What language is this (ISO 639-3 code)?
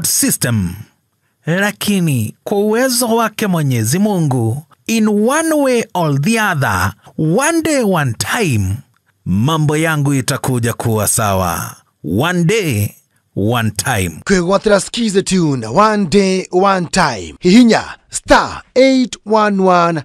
kik